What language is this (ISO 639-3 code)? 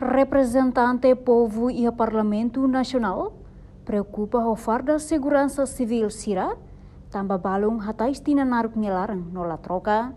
tet